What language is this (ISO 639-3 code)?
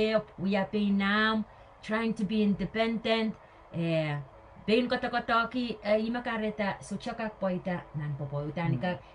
pon